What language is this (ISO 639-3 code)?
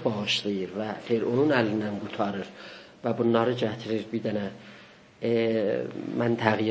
azb